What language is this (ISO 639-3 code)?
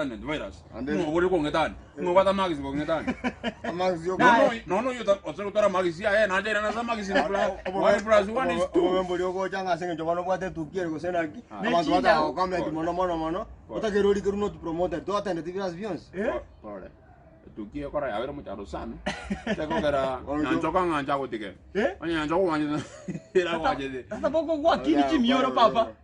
guz